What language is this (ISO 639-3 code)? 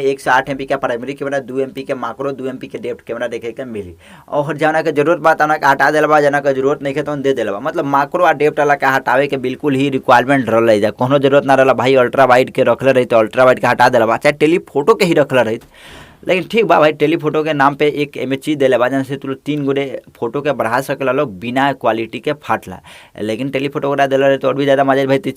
bho